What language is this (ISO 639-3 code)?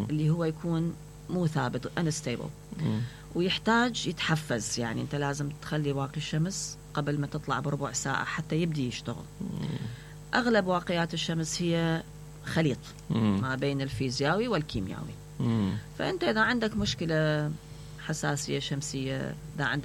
acm